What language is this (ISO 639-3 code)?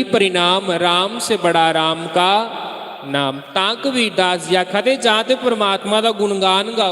doi